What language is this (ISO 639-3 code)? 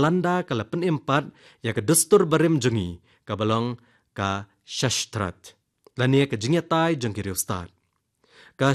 kha